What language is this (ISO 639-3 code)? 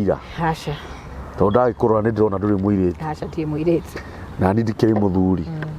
kik